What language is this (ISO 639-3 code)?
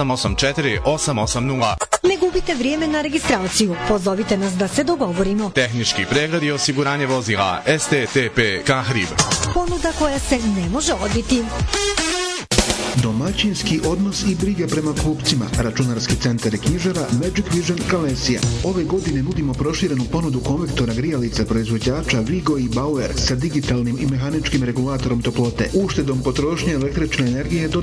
bos